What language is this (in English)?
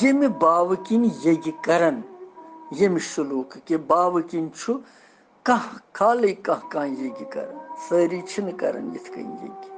Kashmiri